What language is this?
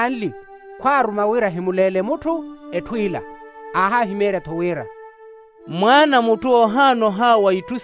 Makhuwa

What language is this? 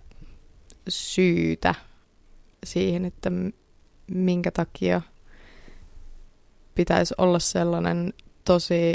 Finnish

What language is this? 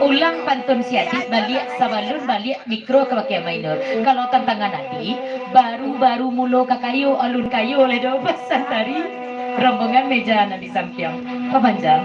Minangkabau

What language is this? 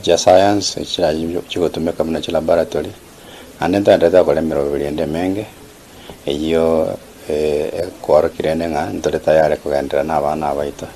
Gusii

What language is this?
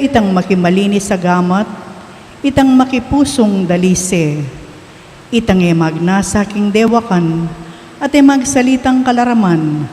Pampanga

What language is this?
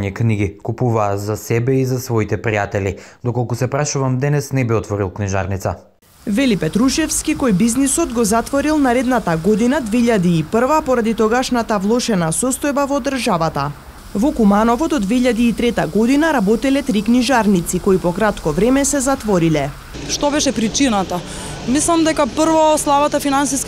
Macedonian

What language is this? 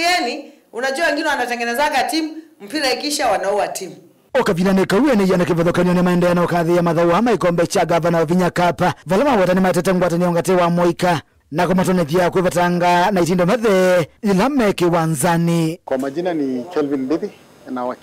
Kamba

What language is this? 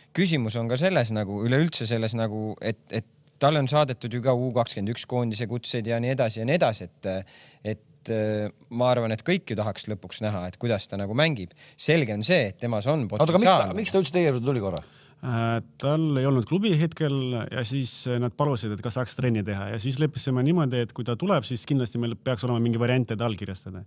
Estonian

